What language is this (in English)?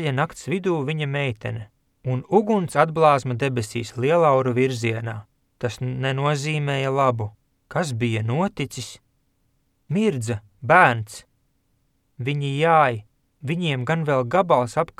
Latvian